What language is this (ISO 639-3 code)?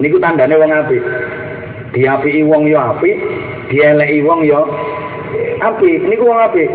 jav